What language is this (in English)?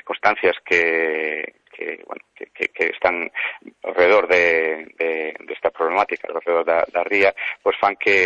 Galician